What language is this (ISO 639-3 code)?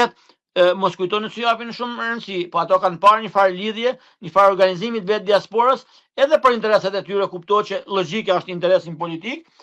sqi